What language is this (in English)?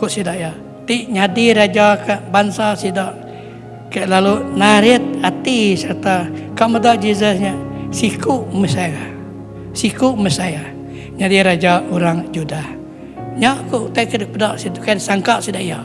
Iban